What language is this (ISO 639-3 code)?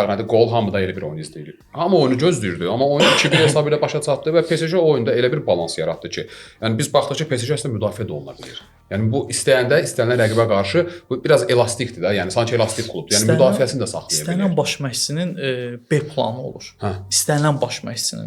aze